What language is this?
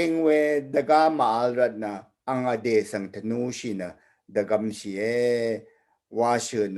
Rawang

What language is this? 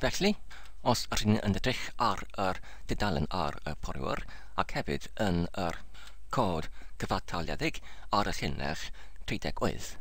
Welsh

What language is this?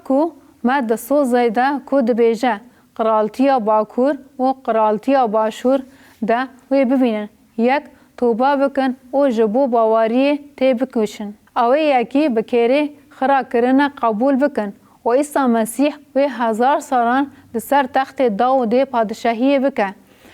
Kurdish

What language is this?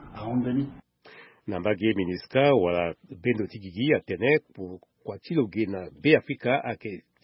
Sango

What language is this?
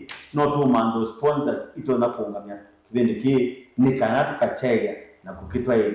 Kamba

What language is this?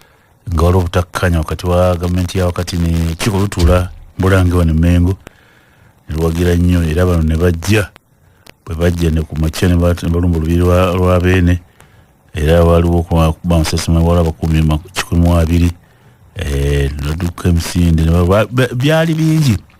Ganda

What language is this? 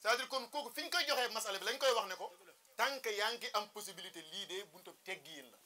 Wolof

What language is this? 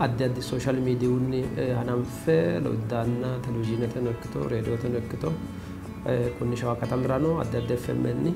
Sidamo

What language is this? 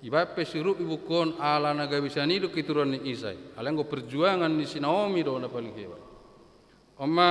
Batak Toba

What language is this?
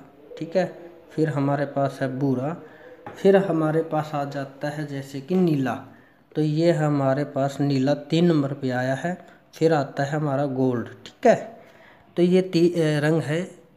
Hindi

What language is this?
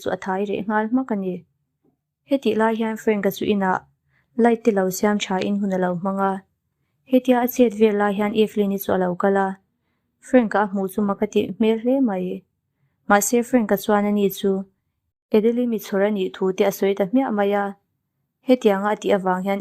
Mizo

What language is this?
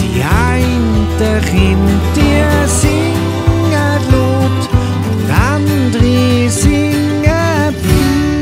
Swiss German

